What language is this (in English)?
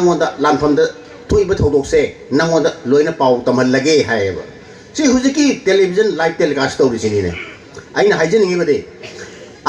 Manipuri